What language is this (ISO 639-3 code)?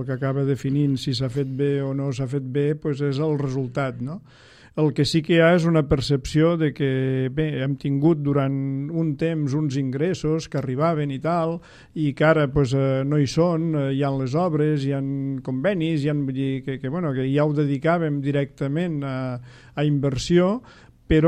cat